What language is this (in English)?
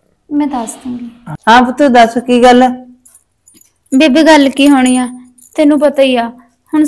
Punjabi